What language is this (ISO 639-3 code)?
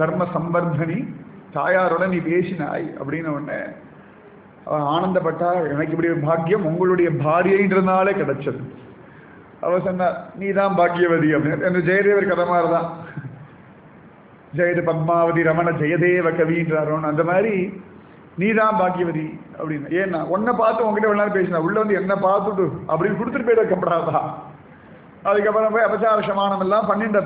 tam